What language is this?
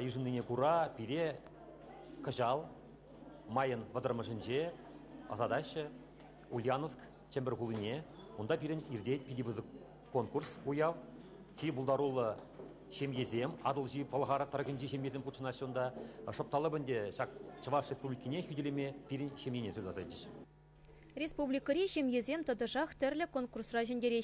Chuvash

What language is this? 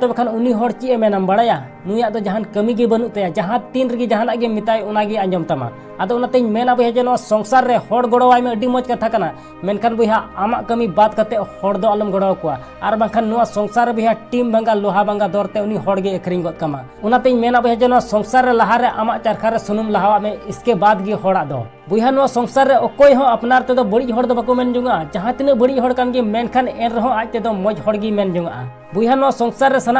Santali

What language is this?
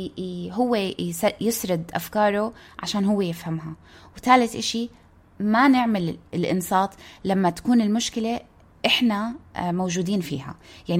North Levantine Arabic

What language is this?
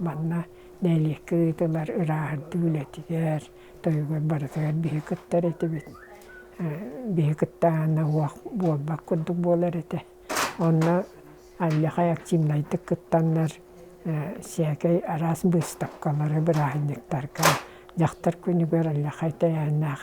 Yakut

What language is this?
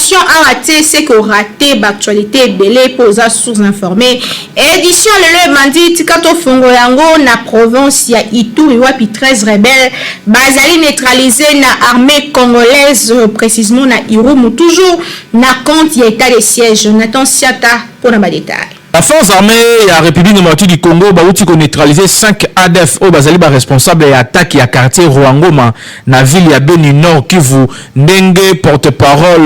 Lingala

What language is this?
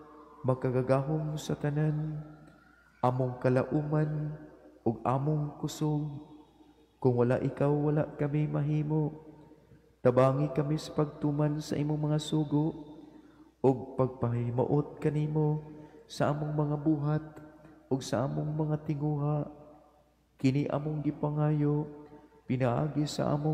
Cebuano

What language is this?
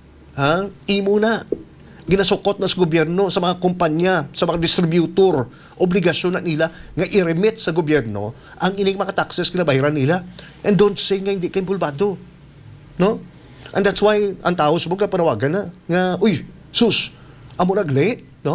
Hiligaynon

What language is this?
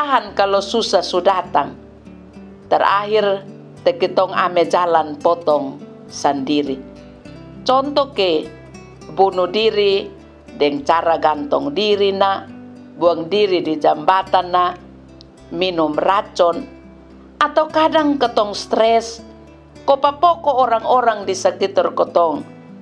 Kupang Malay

